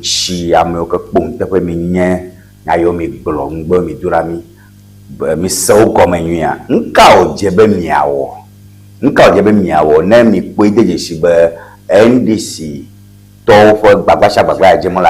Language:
Ewe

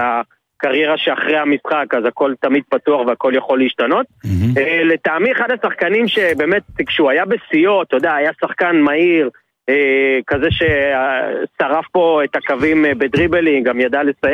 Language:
Hebrew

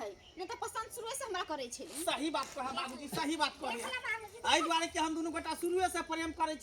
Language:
Maithili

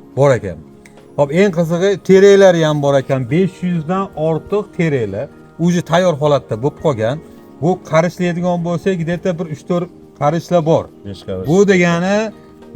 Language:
Uzbek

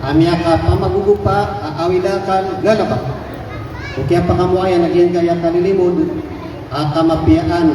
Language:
Maranao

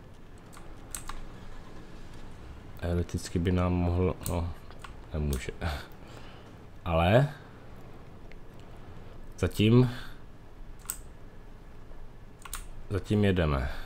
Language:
Czech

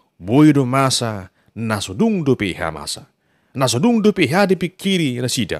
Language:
Batak Toba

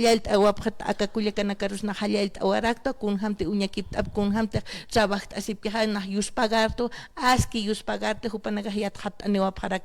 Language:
Aymara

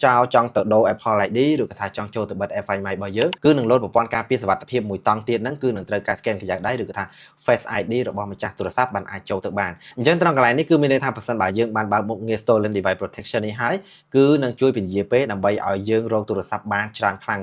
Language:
Khmer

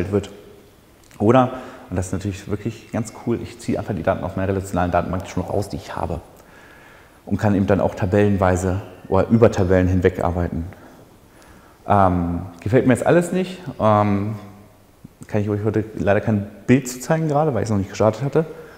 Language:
German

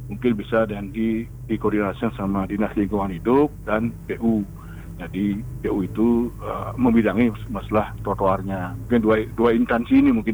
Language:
Indonesian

